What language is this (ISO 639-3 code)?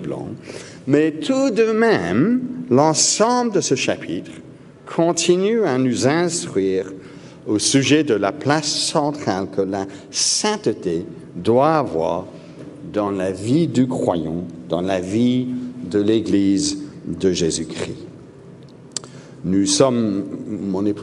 fra